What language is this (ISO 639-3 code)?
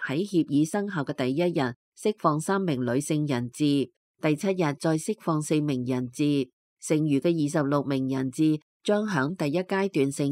yue